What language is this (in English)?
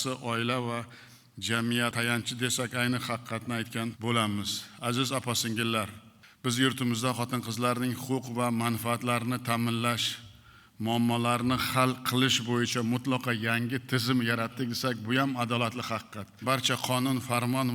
Uzbek